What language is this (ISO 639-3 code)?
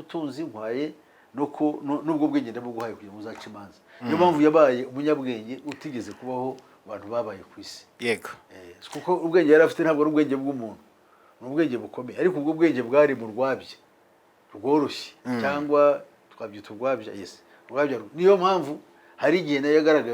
kin